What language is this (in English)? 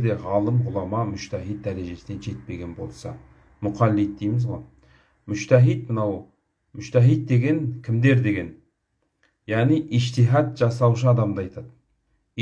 Kazakh